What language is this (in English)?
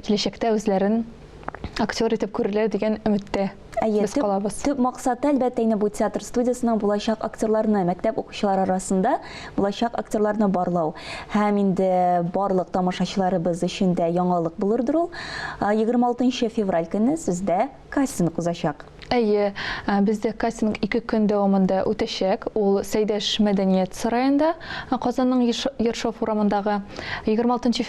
Tatar